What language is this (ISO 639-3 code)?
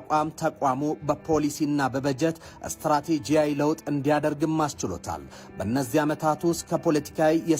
amh